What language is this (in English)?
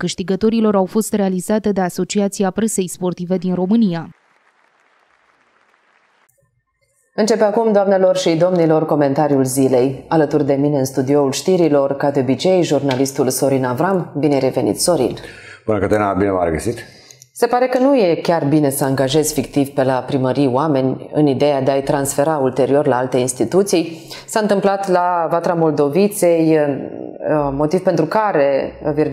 Romanian